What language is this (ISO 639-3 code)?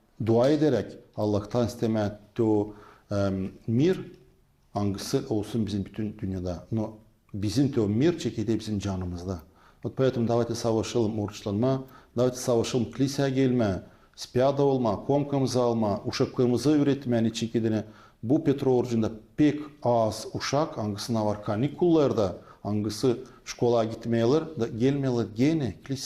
gag